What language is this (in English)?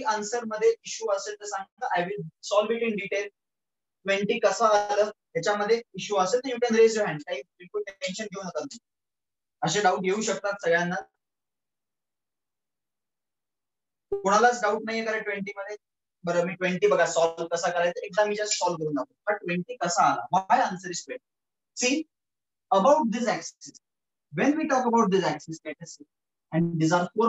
Marathi